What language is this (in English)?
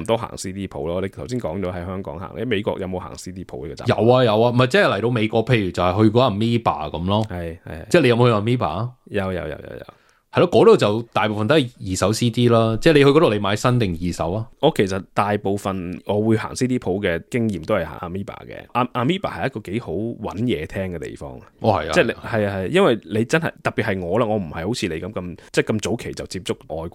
Cantonese